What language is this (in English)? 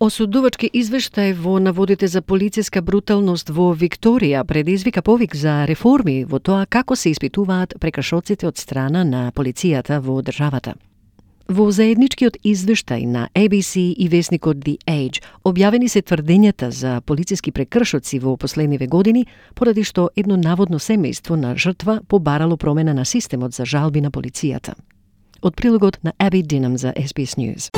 Macedonian